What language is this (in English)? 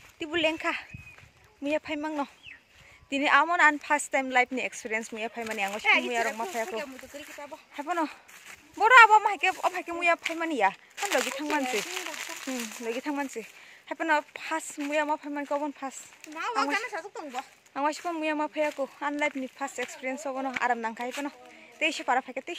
Kok Borok